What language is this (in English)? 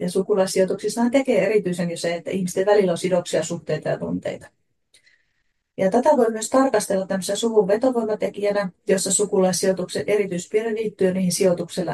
Finnish